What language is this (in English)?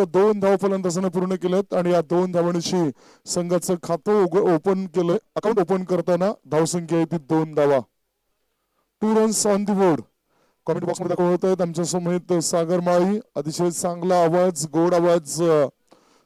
Marathi